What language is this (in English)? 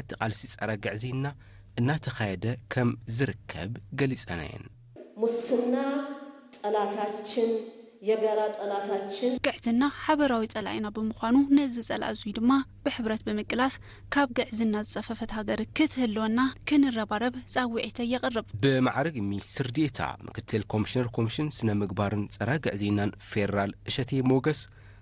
Tigrinya